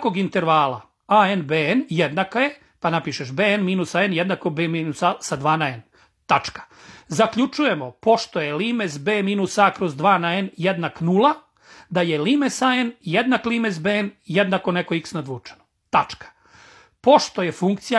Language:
Serbian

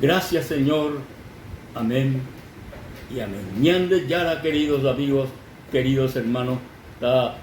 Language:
Guarani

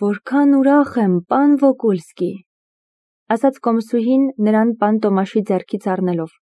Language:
Armenian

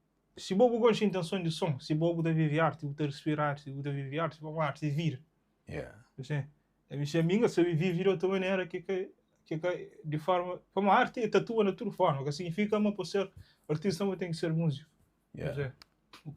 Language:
Kabuverdianu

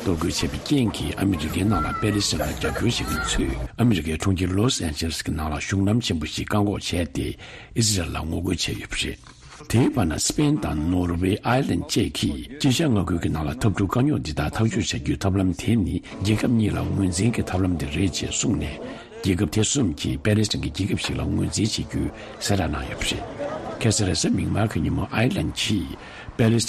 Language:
Tibetan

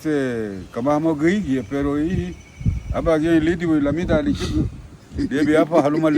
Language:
Garifuna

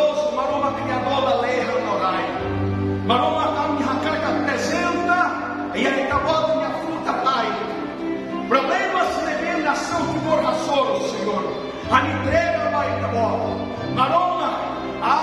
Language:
Tetum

